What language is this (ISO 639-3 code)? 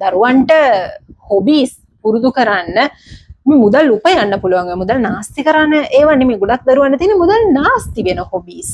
sin